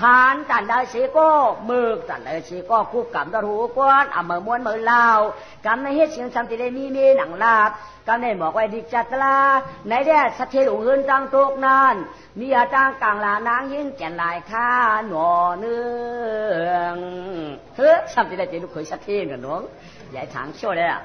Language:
Shan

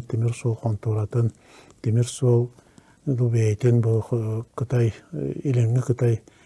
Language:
Yakut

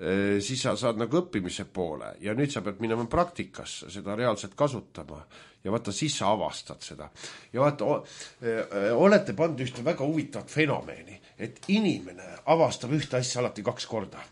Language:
Estonian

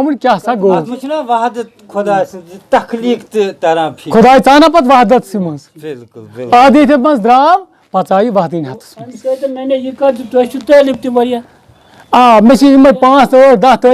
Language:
Kashmiri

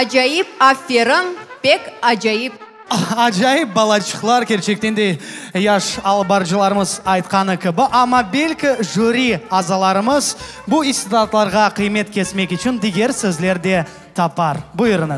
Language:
Crimean Tatar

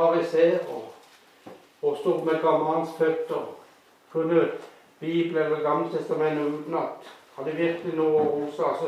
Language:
Norwegian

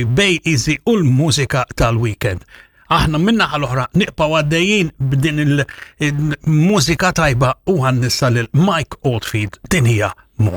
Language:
Maltese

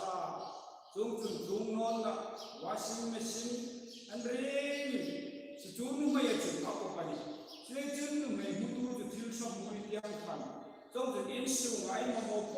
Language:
Hmar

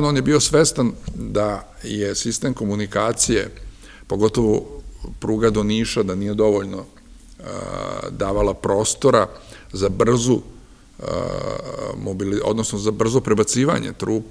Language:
Serbian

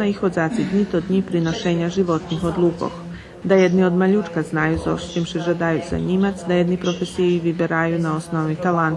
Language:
Rusyn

